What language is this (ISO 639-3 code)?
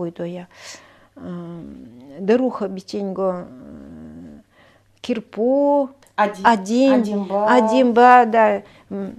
gld